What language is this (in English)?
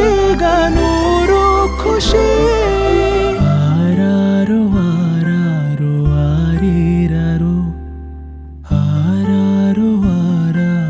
Kannada